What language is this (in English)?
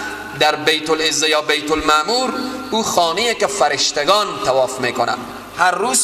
Persian